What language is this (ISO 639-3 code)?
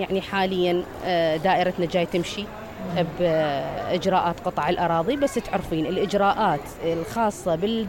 acm